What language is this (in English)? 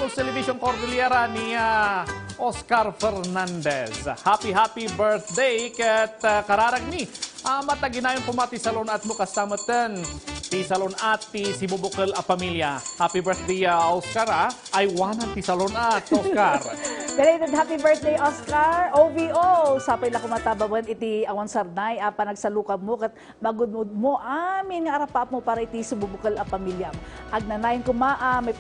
Iloko